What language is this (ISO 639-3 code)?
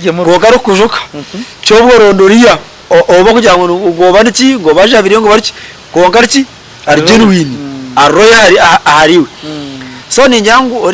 nyn